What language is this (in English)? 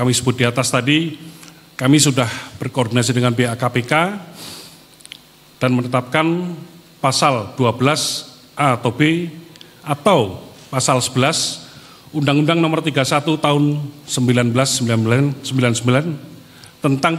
Indonesian